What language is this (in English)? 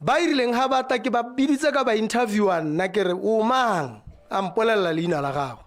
Tswana